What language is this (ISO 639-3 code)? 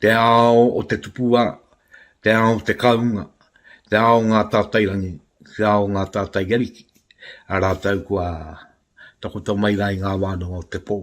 mri